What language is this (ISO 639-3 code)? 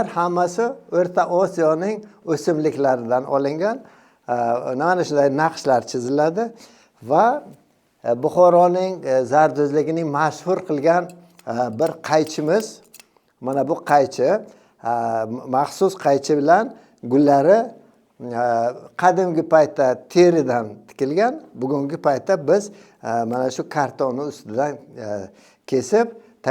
uzb